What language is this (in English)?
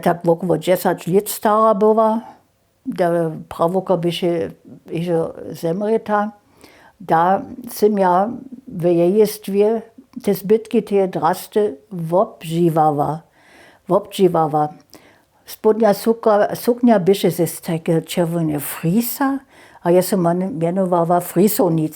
Upper Sorbian